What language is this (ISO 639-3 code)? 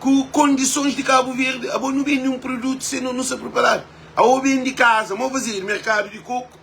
kea